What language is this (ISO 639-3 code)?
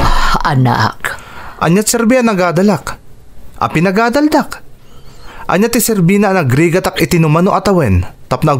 ilo